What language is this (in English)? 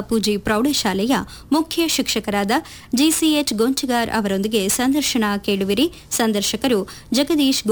Kannada